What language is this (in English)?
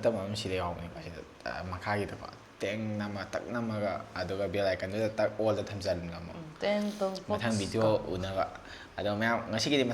Manipuri